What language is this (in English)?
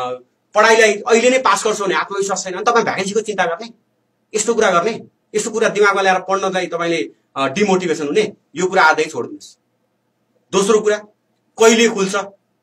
Nepali